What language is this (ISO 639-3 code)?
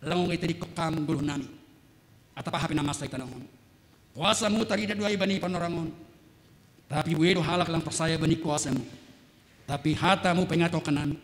bts